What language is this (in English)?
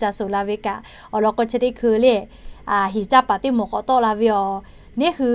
Lahu